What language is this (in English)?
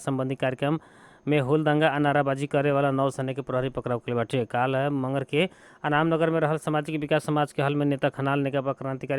Bhojpuri